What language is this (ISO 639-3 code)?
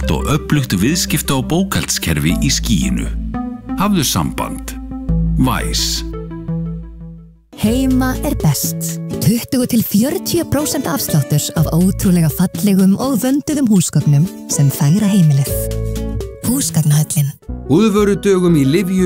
isl